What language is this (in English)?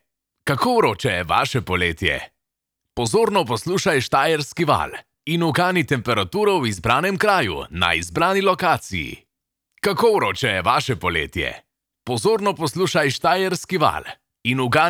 Slovenian